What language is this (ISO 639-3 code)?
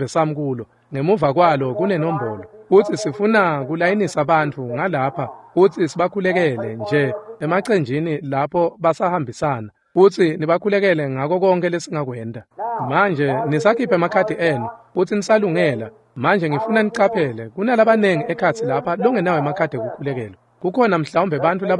ssw